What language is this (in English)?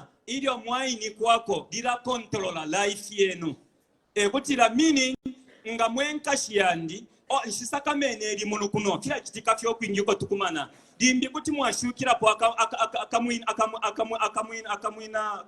Bemba